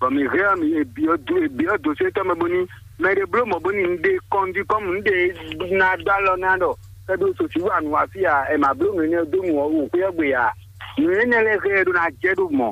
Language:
Fon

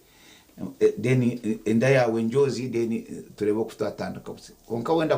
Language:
Nyankole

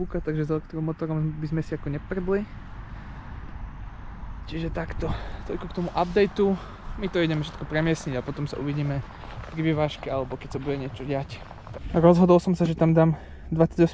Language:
Slovak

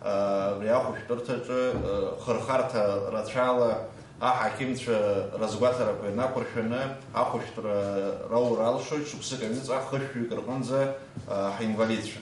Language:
Abkhazian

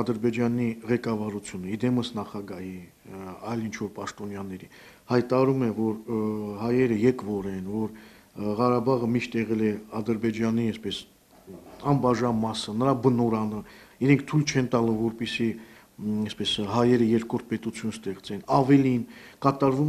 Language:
Armenian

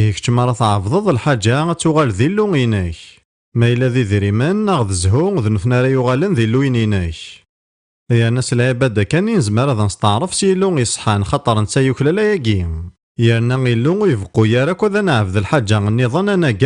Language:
Kabyle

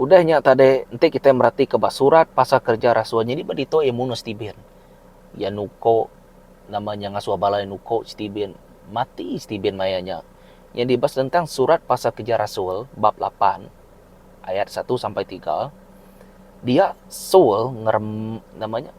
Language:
Iban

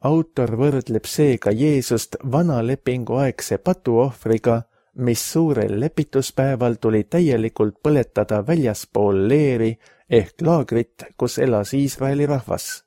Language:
Estonian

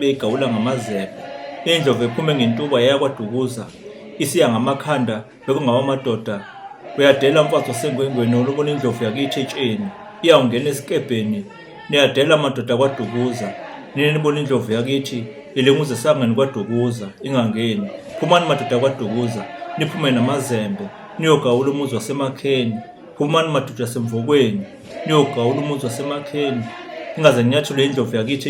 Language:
Zulu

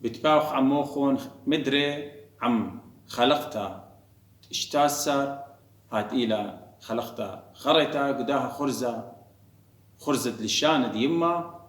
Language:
Assyrian Neo-Aramaic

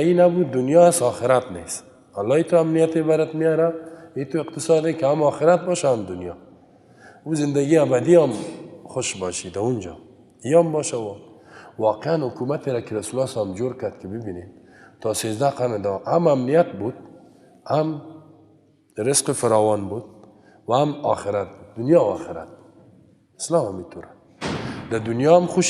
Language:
Persian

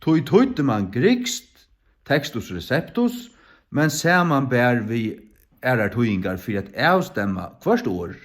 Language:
Faroese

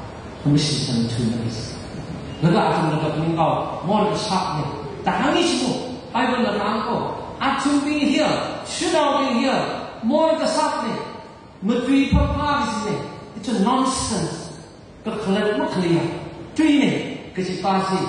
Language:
Tangkhul Naga (India)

